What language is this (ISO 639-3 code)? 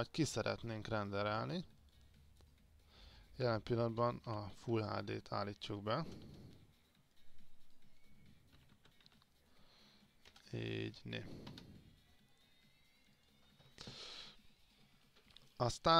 hun